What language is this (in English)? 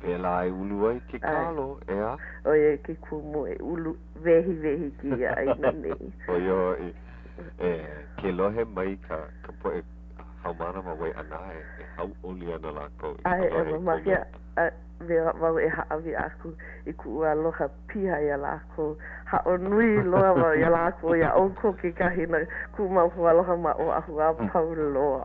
Hawaiian